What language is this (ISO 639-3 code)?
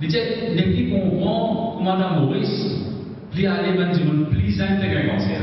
mfe